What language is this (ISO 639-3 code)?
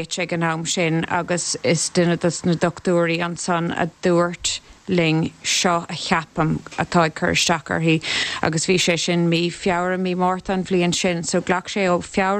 gle